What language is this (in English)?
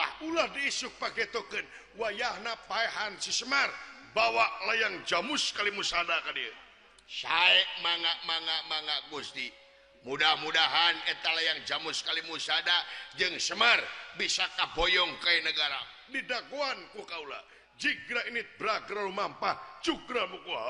Sundanese